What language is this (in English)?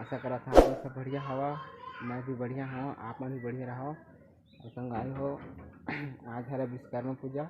Chhattisgarhi